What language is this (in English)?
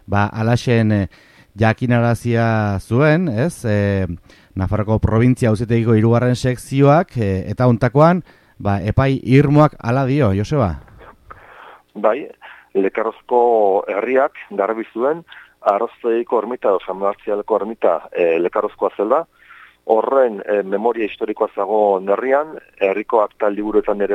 Basque